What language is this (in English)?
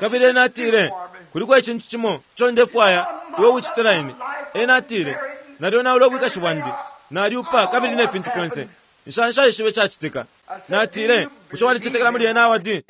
Bemba